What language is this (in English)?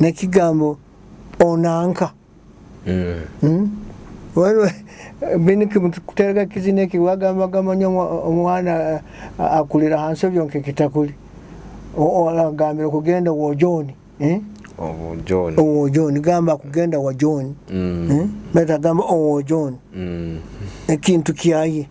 Nyoro